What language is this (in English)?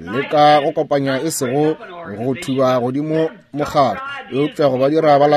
Northern Sotho